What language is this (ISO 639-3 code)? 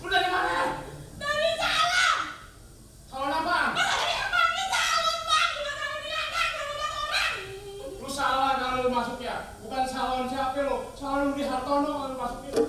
bew